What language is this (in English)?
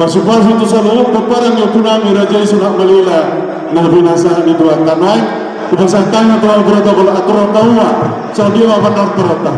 Batak Toba